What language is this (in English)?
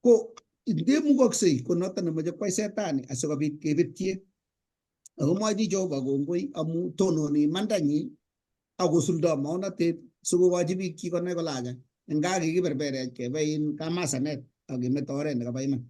Kalenjin